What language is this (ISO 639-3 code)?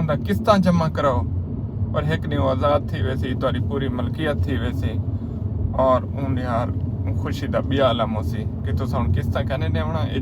skr